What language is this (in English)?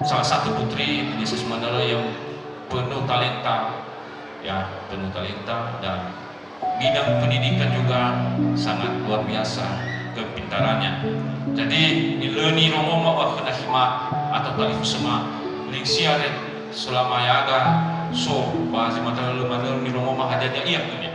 Nias